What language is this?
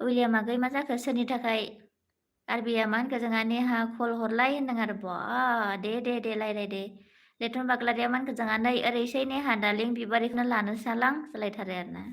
Bodo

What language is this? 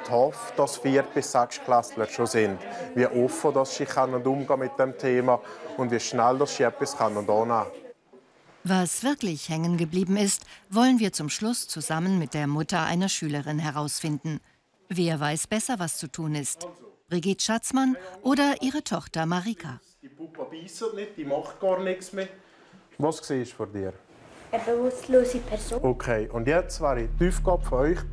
Swiss German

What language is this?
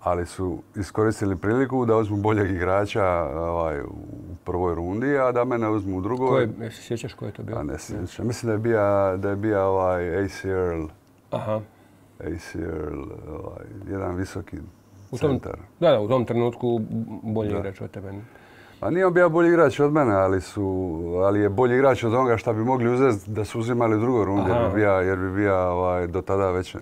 Croatian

